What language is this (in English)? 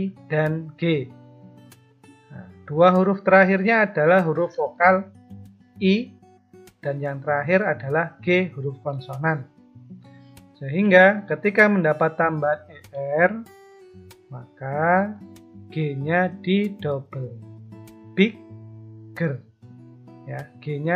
Indonesian